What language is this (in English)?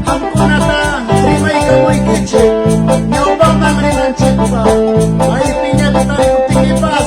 Quechua